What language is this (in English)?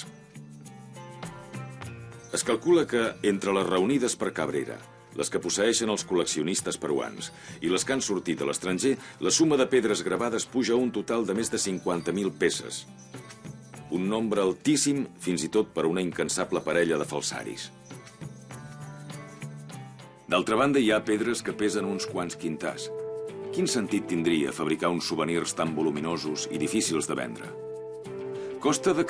Catalan